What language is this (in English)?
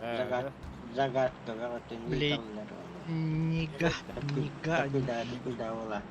Yakut